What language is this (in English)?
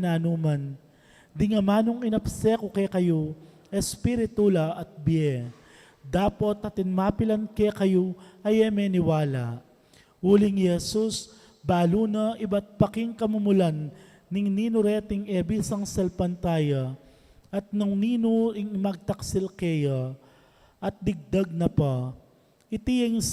Pampanga